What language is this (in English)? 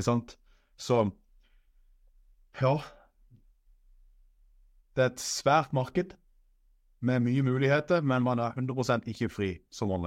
Norwegian